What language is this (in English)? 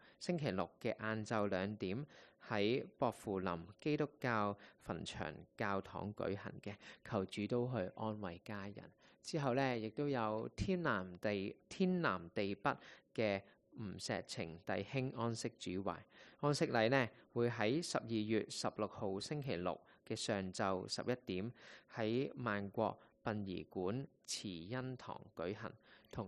Cantonese